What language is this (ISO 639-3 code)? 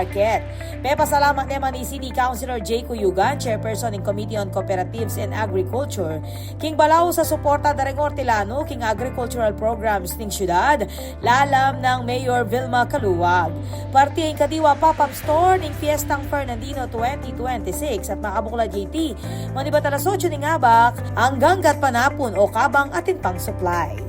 pam